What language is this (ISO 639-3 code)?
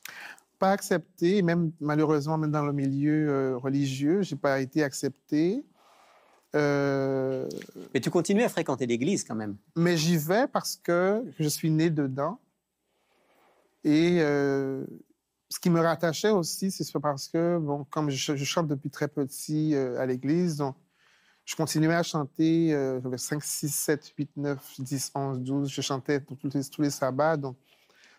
fra